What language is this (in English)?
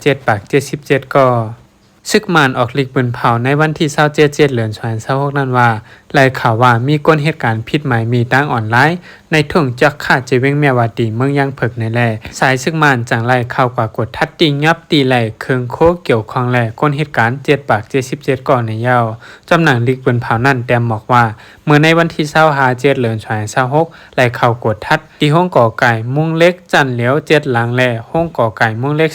Shan